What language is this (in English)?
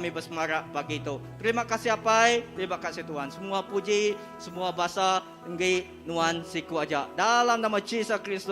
Iban